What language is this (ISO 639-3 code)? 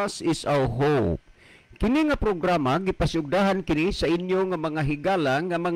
ceb